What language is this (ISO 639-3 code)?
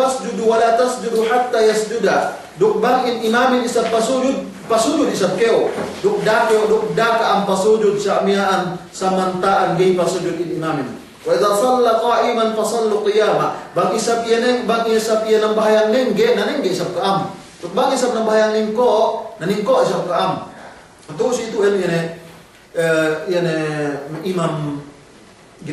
yka